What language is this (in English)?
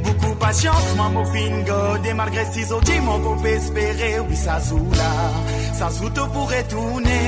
Morisyen